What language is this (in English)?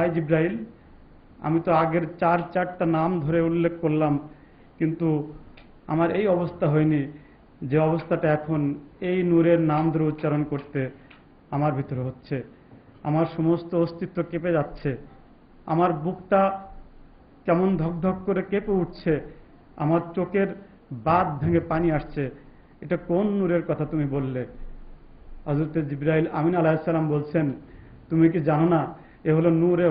Bangla